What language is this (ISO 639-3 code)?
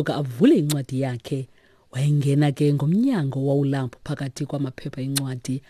xho